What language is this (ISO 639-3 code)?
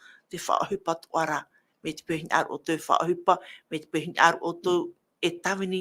tah